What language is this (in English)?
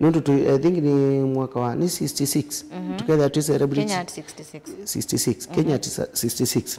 Kamba